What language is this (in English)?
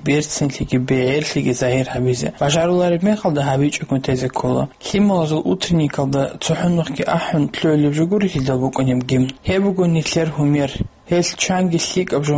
Avaric